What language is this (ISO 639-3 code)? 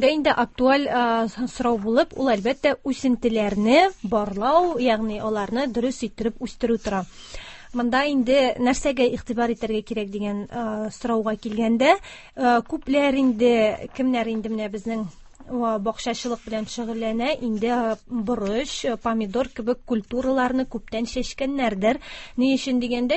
tat